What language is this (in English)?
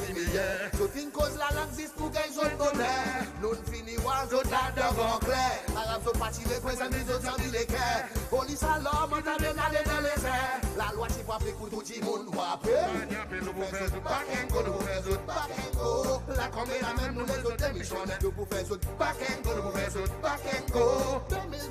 Seselwa Creole French